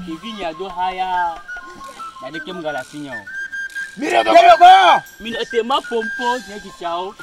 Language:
Ewe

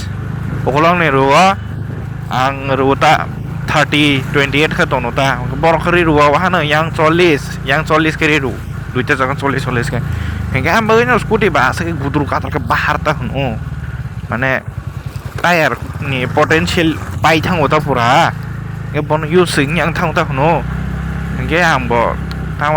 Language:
Kok Borok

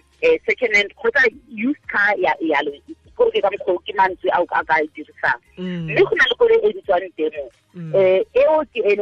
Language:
Tswana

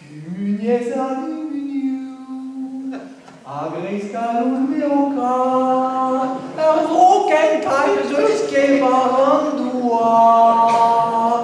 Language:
Breton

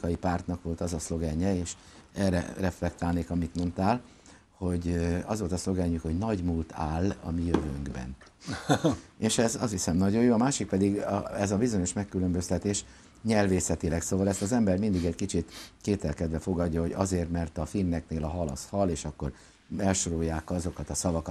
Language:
Hungarian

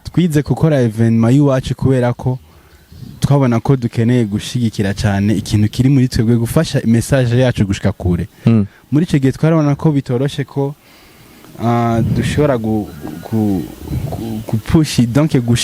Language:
Rundi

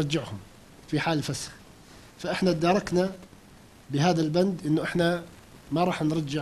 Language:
North Levantine Arabic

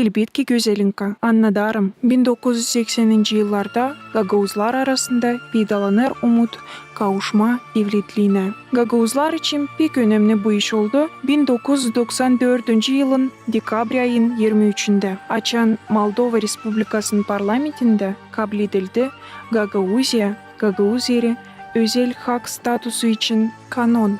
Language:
Gagauz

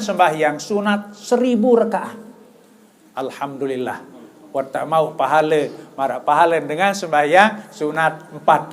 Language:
Sasak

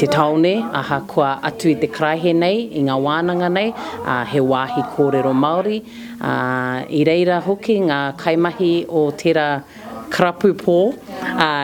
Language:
Māori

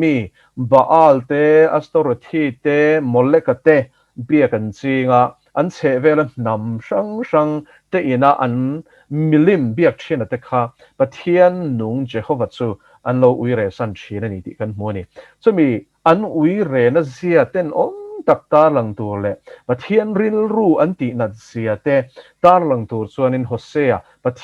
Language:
Mizo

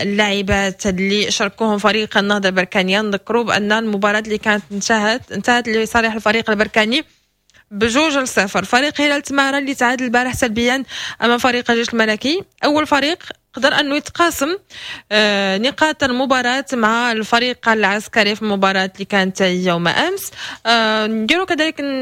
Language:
Moroccan Arabic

